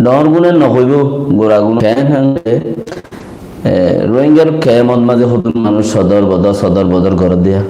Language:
Rohingya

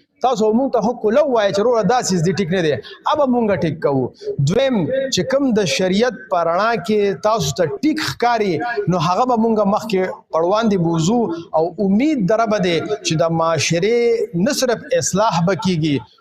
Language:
Pashto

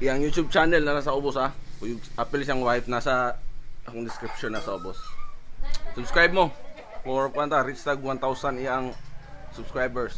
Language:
Cebuano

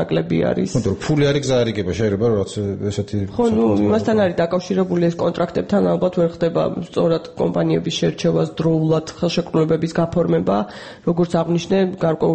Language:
Georgian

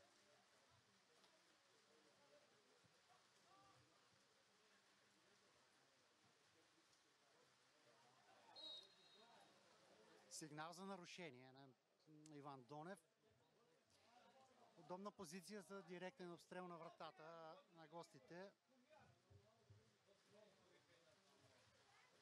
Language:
Bulgarian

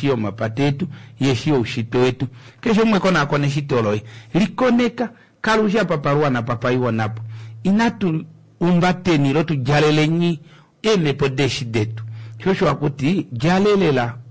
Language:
Kuanyama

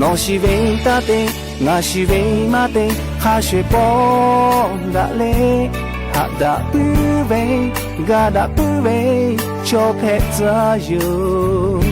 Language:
Lahu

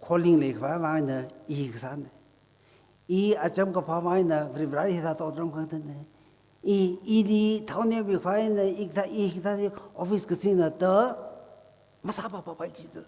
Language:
Tangkhul Naga (India)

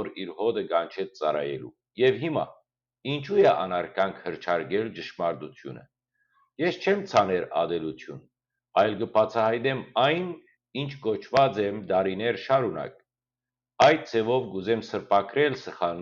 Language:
Western Armenian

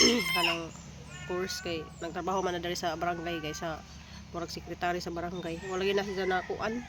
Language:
Cebuano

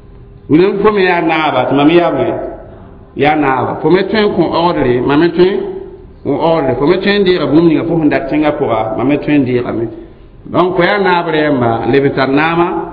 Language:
Mossi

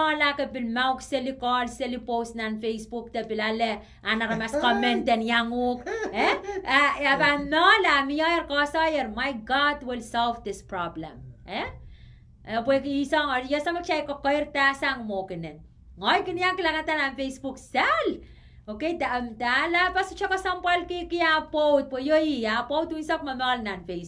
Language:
Pohnpeian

